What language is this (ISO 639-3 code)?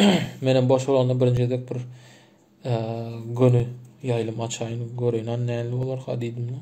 tuk